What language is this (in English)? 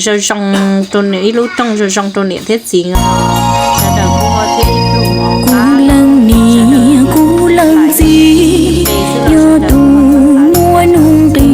Hmong